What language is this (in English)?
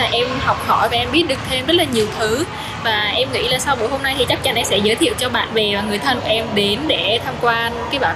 Vietnamese